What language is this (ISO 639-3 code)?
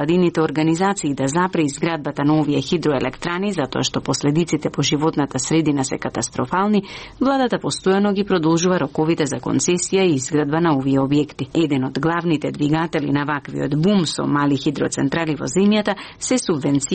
mkd